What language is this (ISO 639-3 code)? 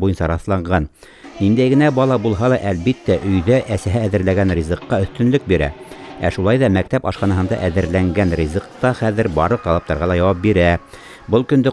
bak